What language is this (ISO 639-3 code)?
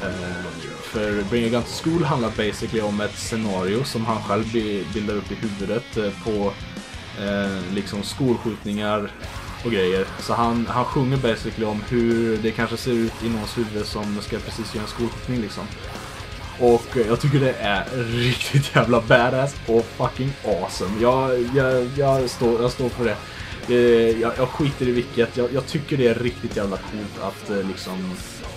swe